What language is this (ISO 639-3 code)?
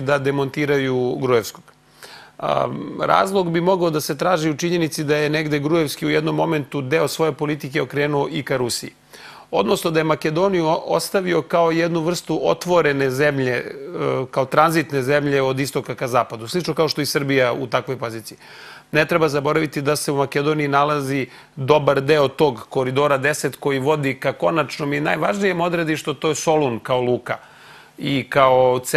srp